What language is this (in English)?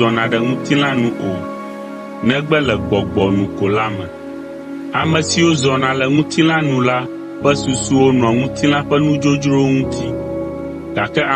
Ewe